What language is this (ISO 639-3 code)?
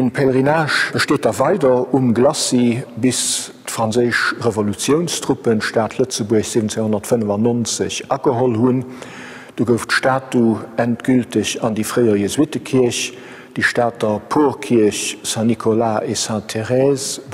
ltz